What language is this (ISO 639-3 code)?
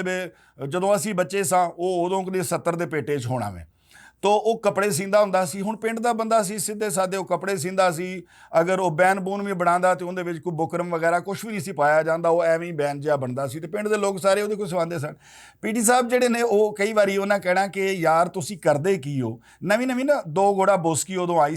lah